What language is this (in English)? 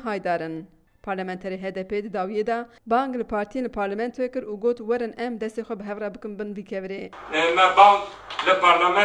Kurdish